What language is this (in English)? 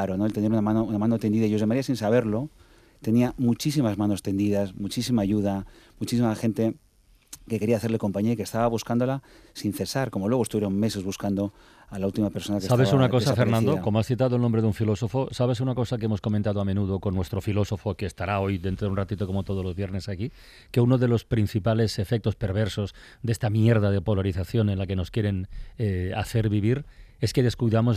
Spanish